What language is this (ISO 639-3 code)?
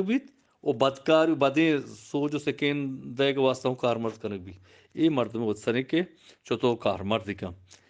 bgp